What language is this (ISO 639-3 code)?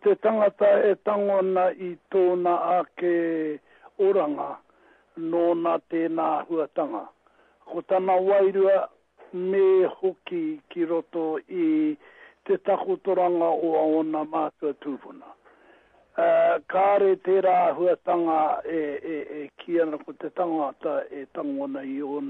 mri